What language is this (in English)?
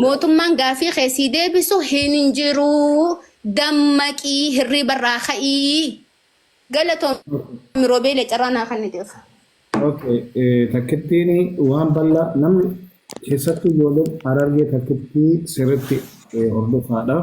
Oromo